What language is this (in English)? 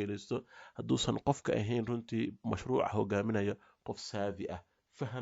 Somali